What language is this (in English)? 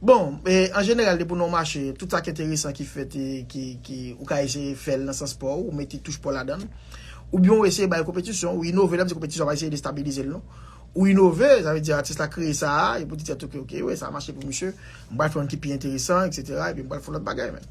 Haitian Creole